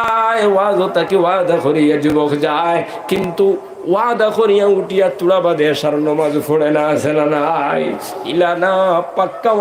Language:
Sylheti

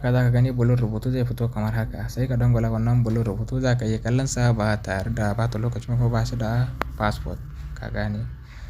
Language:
Hausa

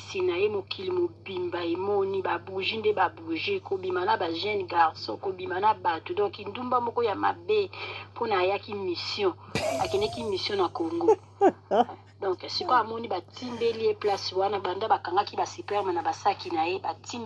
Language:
Lingala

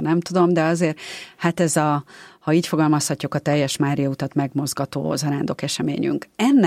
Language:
Hungarian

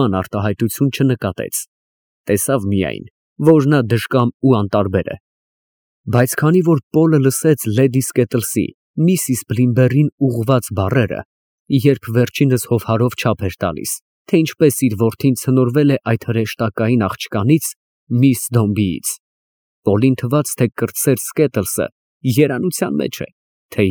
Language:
Armenian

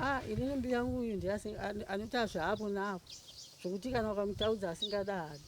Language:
Shona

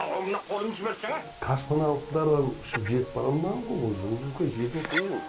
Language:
Kara-Kalpak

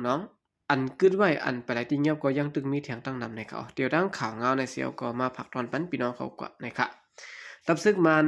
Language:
Shan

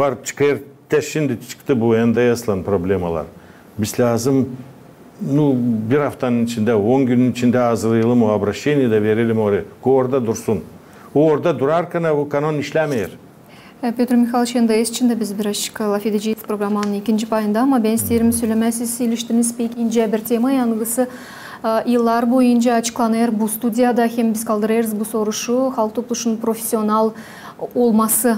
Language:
Gagauz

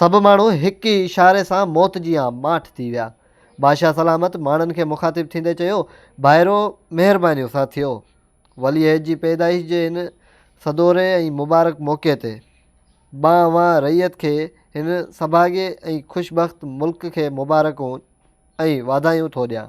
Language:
Sindhi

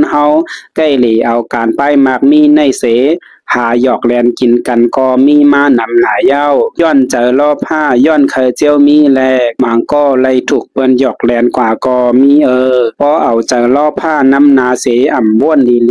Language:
Shan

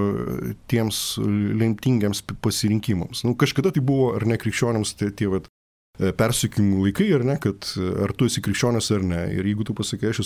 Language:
Lithuanian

